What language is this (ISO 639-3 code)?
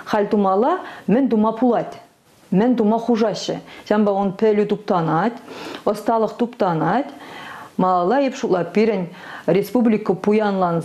chv